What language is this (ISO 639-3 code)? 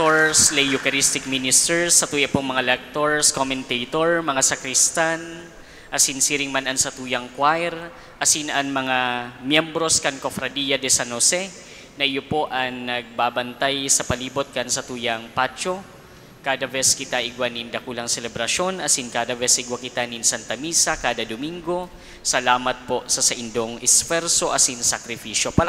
bik